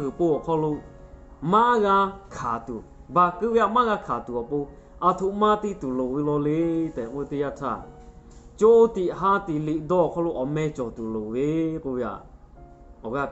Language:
Lahu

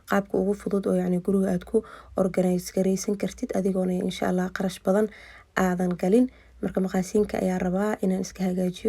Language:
Somali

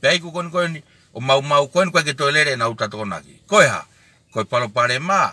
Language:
Tongan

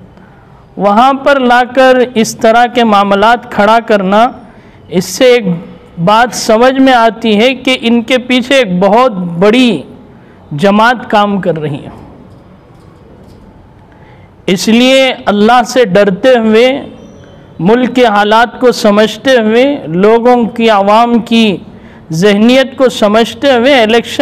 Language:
Urdu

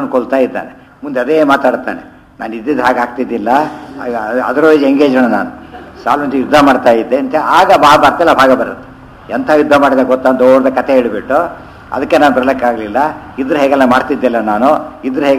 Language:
Kannada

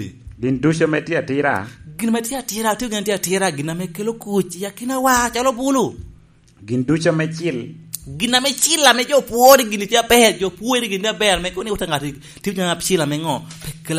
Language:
Lango (Uganda)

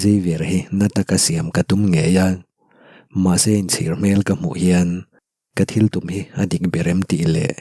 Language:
Mizo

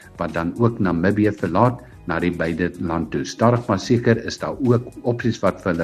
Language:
Afrikaans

